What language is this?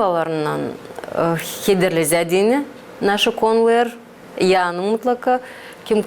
Gagauz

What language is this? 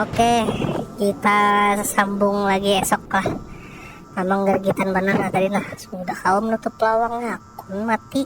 Banjar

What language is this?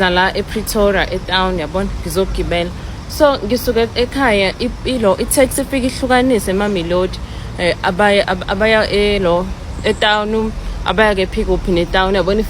Zulu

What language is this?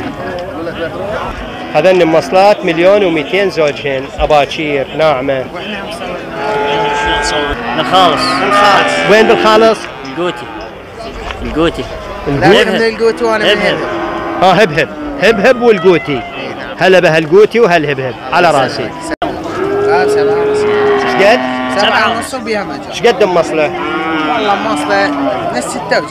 Mesopotamian Arabic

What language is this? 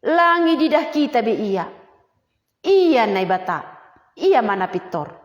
Batak Simalungun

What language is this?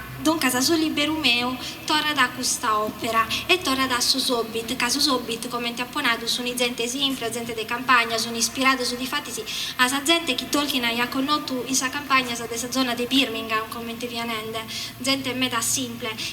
Sardinian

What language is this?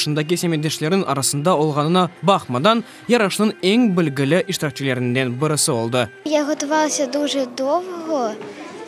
Crimean Tatar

